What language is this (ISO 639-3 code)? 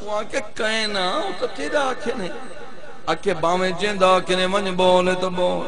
skr